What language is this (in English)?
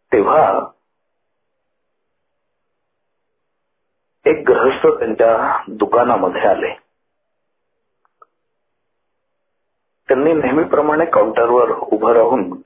Marathi